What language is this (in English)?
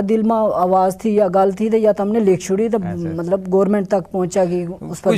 Gujari